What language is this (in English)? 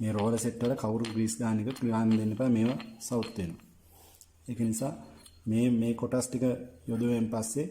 Sinhala